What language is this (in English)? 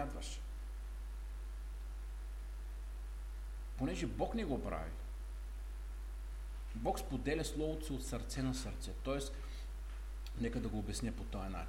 Bulgarian